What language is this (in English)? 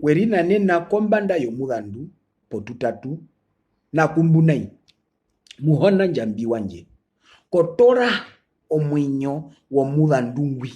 Herero